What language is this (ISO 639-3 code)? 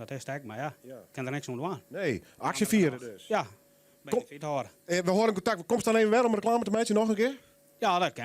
fry